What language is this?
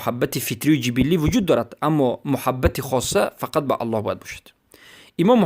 Persian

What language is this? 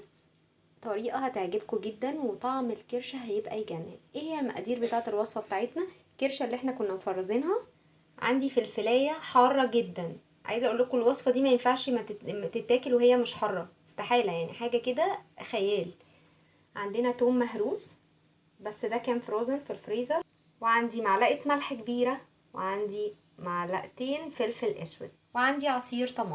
Egyptian Arabic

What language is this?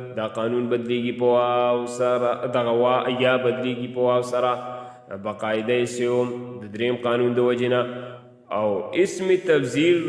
Pashto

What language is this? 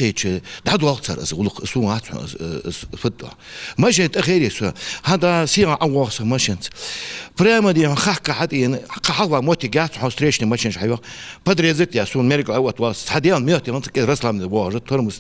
Ingush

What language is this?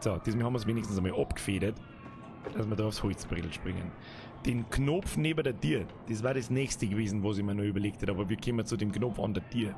Bavarian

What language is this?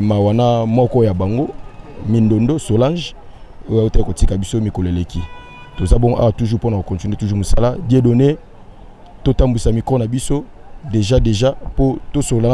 Lingala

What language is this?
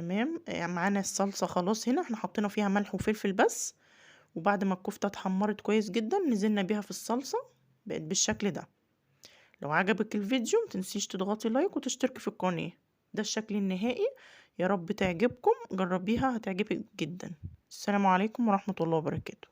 Egyptian Arabic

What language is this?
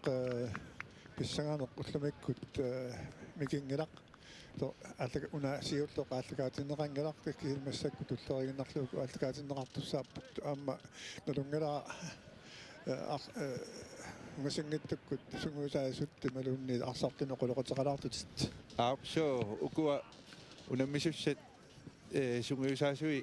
Kalaallisut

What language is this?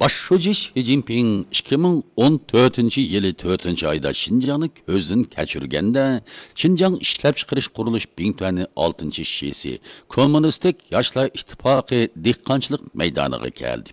Uyghur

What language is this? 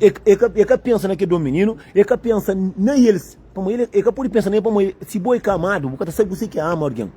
Kabuverdianu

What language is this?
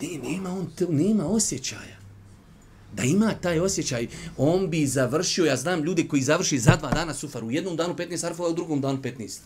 Bosnian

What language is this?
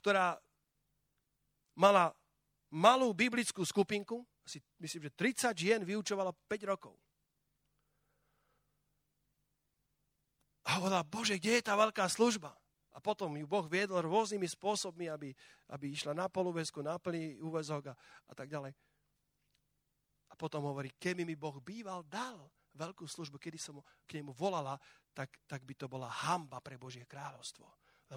Slovak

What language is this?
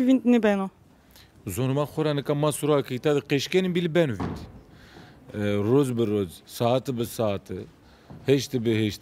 Zaza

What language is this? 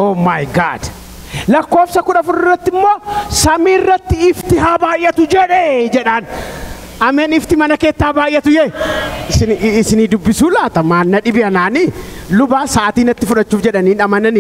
Oromo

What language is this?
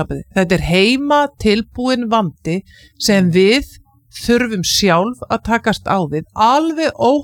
Icelandic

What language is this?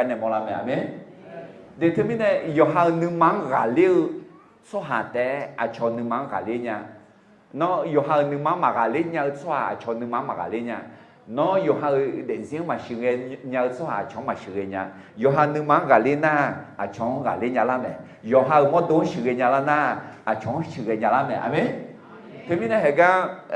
Akha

